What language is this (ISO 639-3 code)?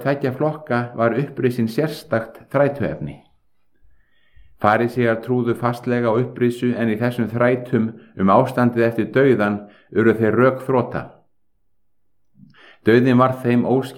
isl